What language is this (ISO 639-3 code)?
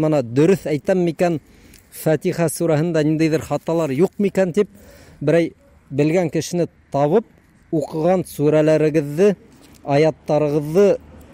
bak